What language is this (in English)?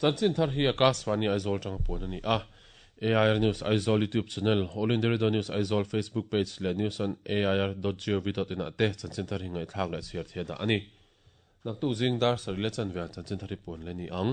Mizo